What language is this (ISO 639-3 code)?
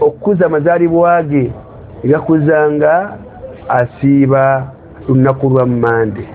lug